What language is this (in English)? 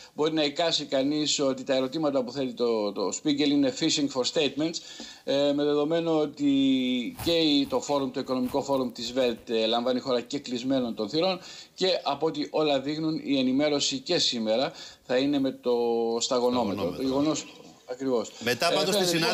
Greek